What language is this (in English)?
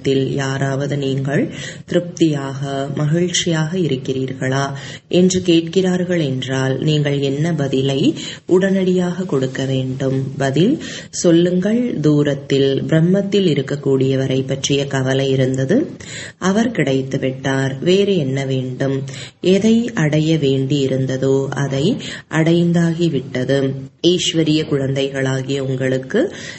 Tamil